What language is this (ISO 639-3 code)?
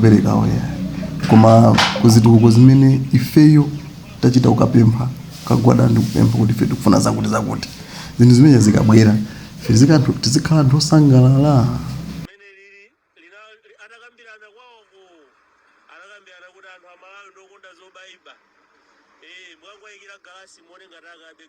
nya